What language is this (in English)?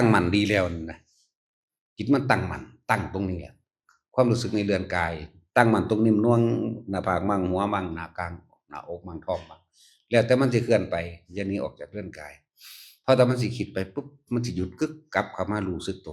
Northeastern Thai